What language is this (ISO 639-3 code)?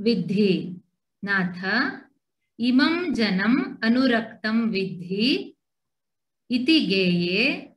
san